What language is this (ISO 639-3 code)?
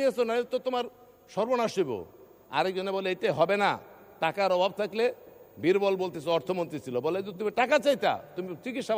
ben